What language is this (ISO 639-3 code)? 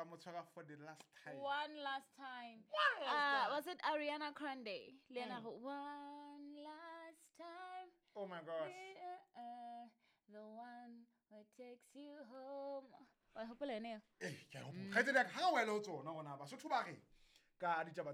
sot